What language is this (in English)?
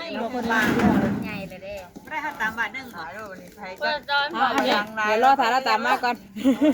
Lao